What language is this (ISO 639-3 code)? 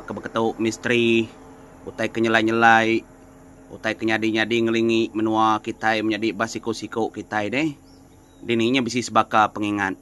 iba